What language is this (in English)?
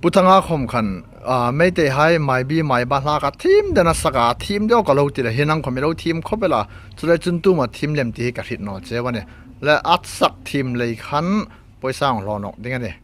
Hmar